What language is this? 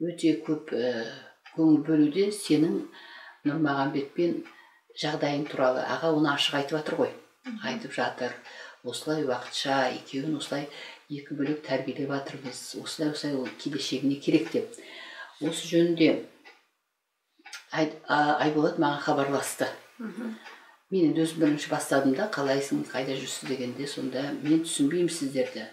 Kazakh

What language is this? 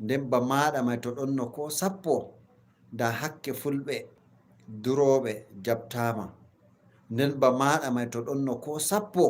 Fula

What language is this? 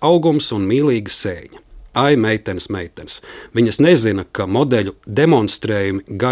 Latvian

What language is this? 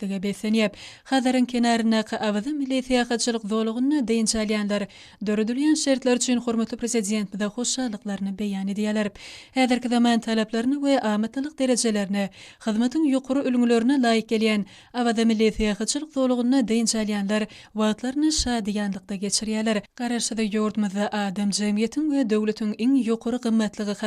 Turkmen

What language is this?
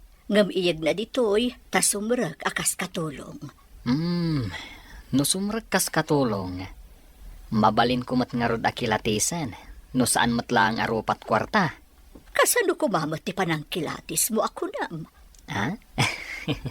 Iloko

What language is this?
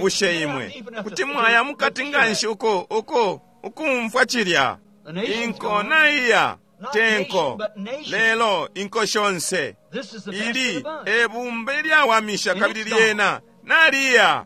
Bemba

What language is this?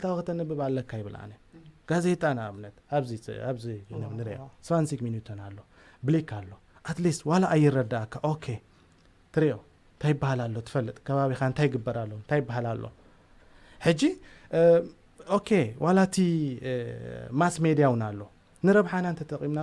Tigrinya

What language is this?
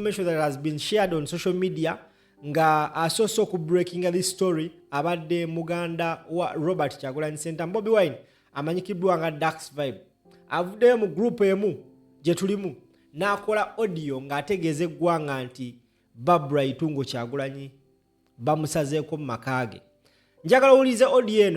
Ganda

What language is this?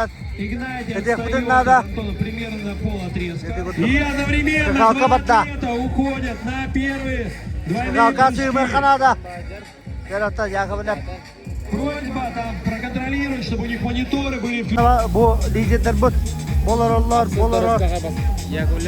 Yakut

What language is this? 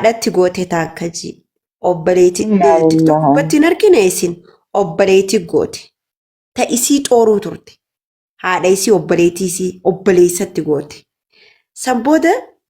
Oromo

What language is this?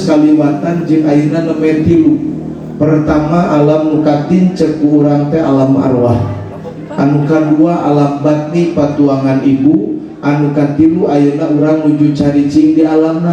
Sundanese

